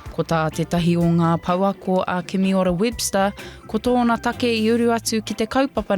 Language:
Māori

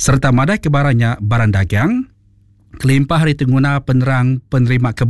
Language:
Iban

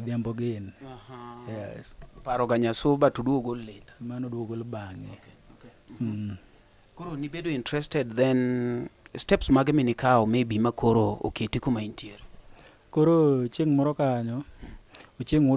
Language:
Luo (Kenya and Tanzania)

